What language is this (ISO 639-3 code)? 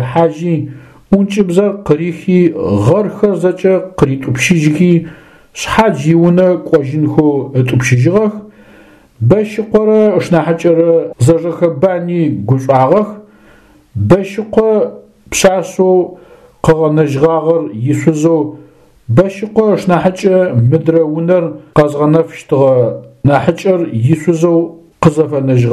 ady